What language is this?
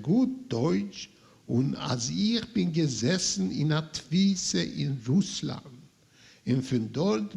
Yiddish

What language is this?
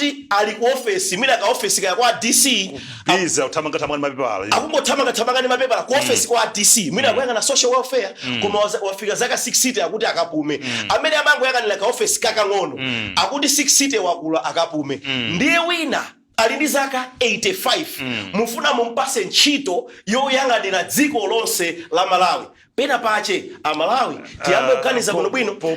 Nyanja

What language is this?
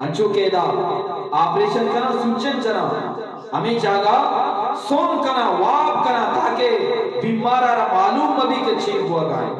Eastern Balochi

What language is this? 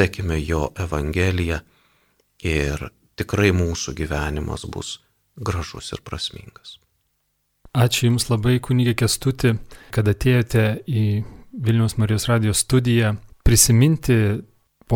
Lithuanian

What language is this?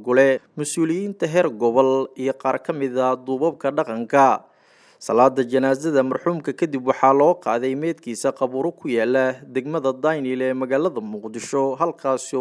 Somali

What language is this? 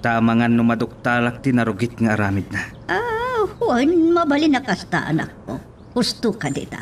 Iloko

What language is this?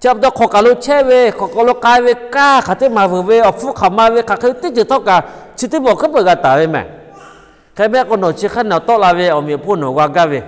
Lahu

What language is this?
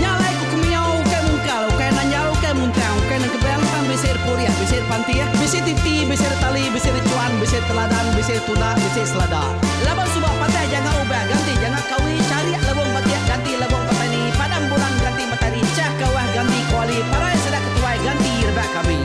Iban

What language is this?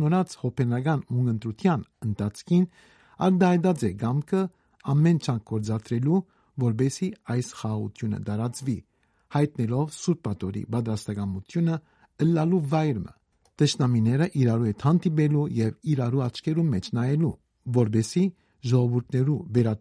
Western Armenian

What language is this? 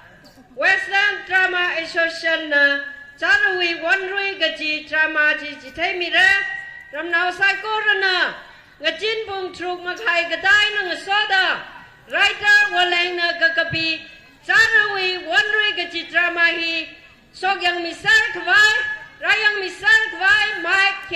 Tangkhul Naga (India)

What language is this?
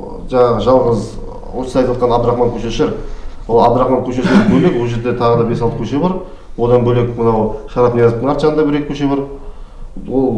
Kazakh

